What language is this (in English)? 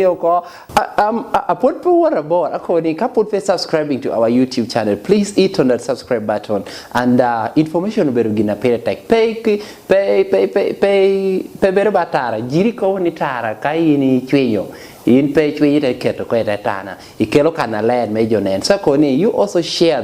Lango (Uganda)